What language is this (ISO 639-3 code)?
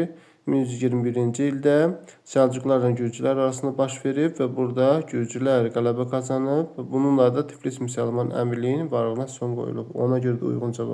aze